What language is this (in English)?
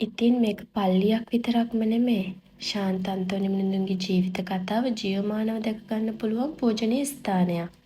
Sinhala